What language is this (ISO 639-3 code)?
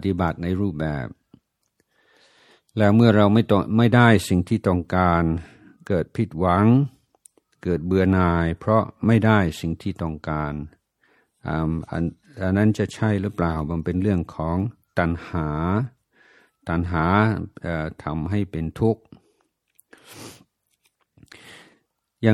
tha